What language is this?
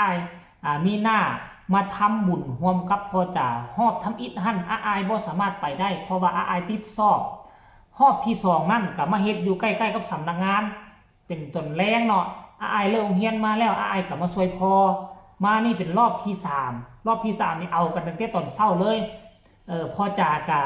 Northeastern Thai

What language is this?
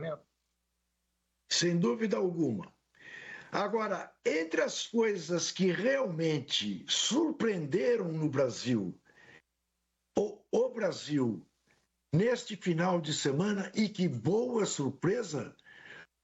Portuguese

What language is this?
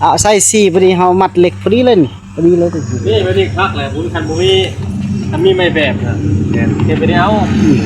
Northeastern Thai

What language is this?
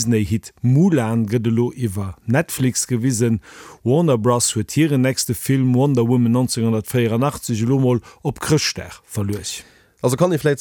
Luxembourgish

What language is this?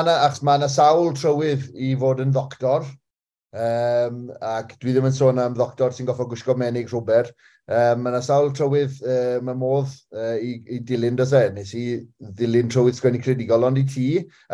Welsh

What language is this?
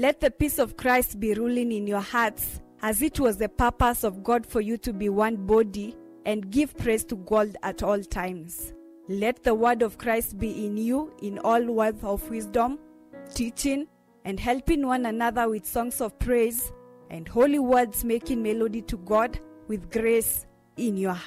Kamba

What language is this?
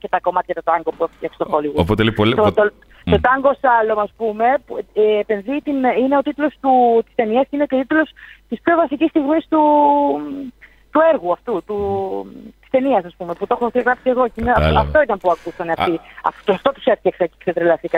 Greek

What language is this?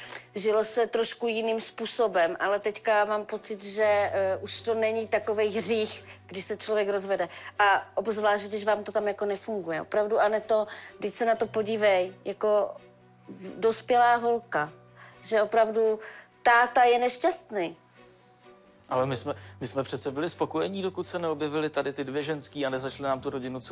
Czech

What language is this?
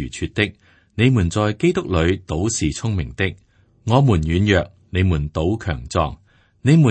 Cantonese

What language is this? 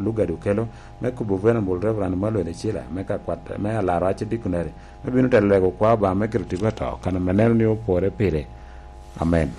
Lango (Uganda)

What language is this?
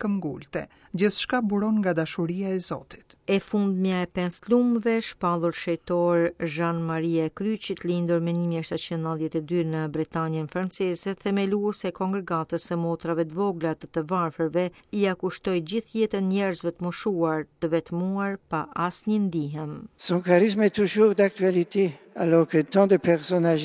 Albanian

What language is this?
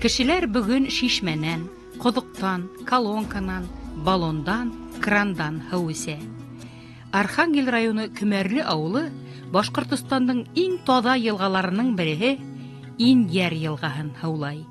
Bashkir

